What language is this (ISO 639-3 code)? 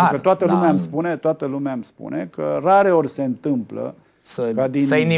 ron